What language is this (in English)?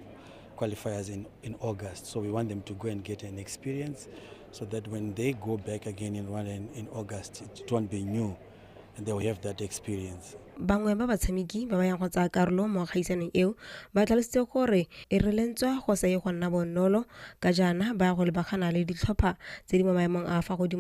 Tswana